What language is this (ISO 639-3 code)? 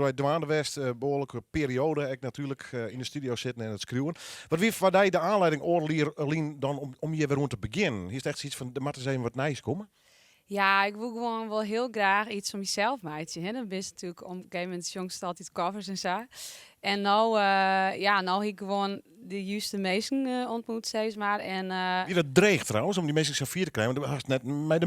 fry